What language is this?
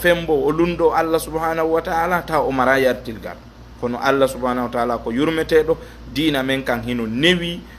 Fula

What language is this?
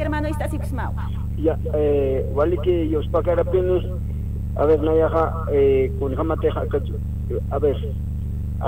Aymara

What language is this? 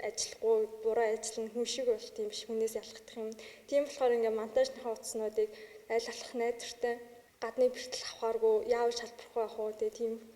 Mongolian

